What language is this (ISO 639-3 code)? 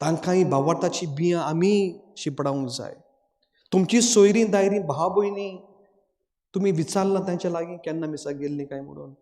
kok